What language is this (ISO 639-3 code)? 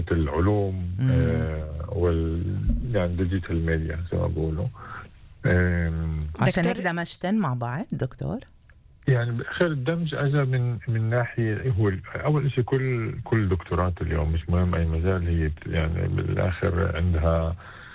apc